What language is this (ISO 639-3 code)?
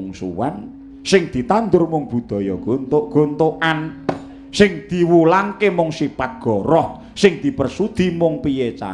jav